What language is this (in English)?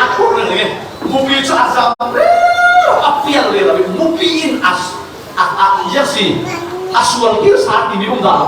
Falam Chin